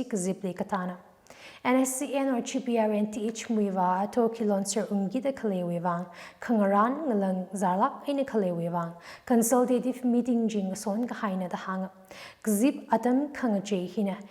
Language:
Tangkhul Naga (India)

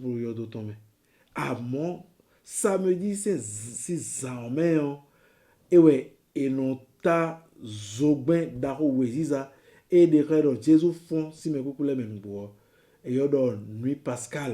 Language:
Fon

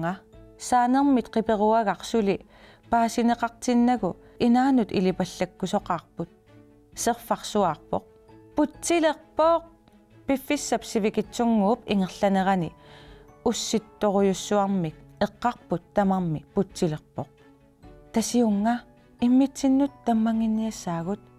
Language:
Kalaallisut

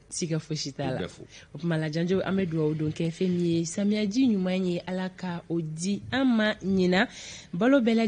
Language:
Bambara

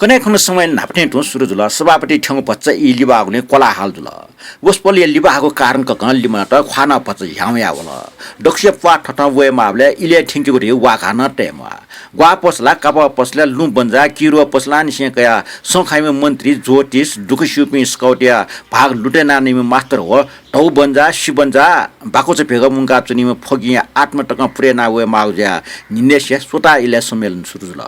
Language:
Newari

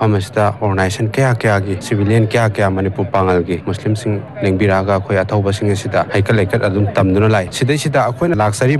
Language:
Manipuri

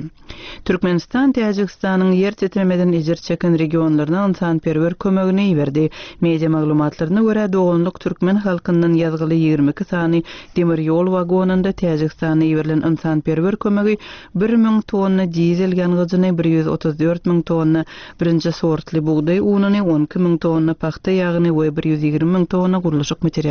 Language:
Turkmen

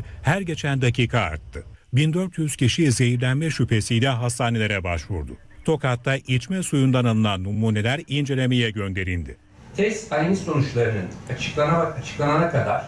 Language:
Turkish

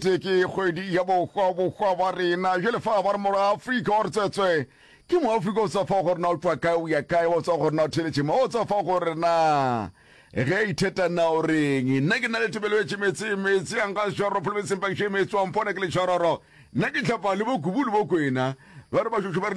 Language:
Northern Sotho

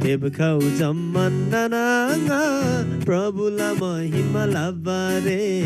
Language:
Eastern Tamang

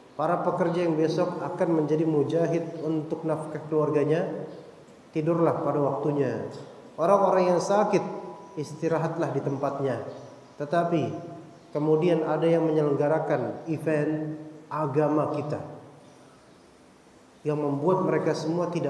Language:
Indonesian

